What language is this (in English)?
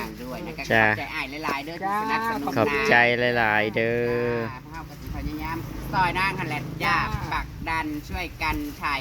Northeastern Thai